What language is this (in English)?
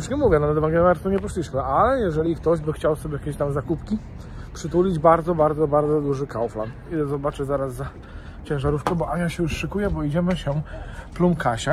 Polish